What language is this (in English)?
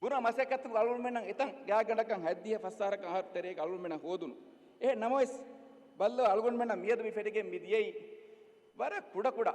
Divehi